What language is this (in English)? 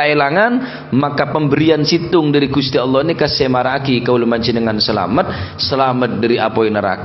Madurese